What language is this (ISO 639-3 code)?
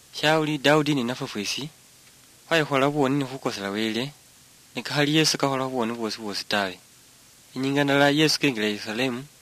luy